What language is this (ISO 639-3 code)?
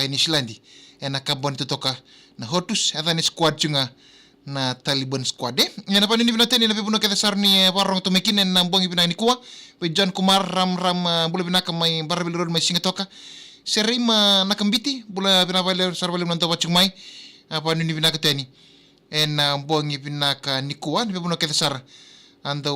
fij